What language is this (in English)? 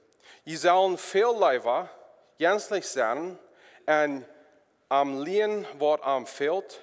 Plautdietsch